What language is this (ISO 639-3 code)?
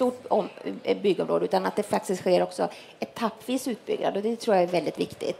swe